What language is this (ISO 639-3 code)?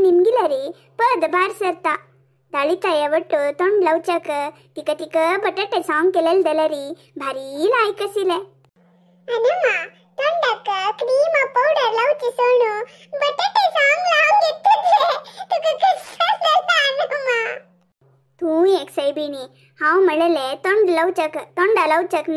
kok